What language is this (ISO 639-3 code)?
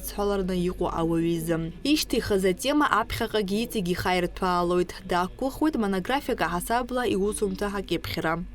abk